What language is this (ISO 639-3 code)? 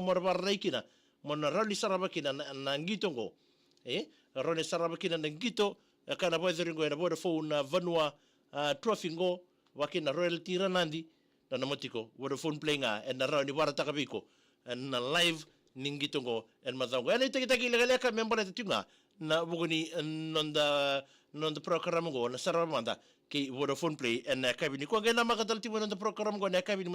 fij